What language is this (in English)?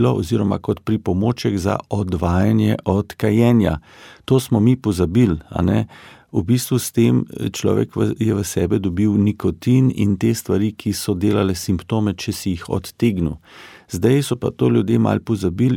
Slovenian